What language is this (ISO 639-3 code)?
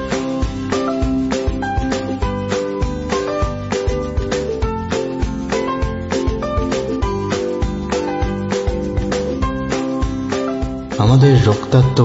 ben